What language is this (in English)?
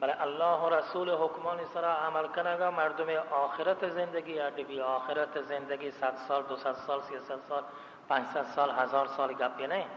Baluchi